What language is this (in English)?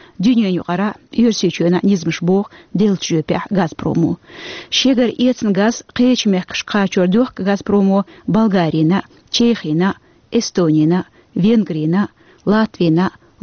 Chechen